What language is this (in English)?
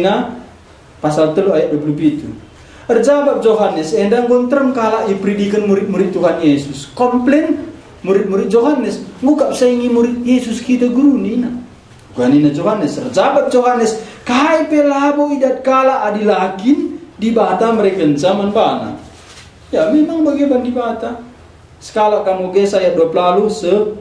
Batak Karo